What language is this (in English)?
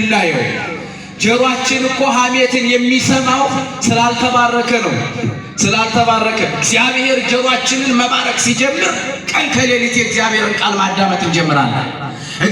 Amharic